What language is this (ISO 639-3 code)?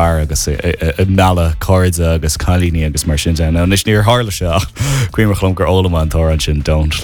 gle